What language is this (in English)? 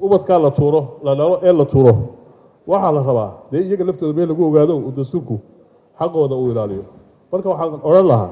Somali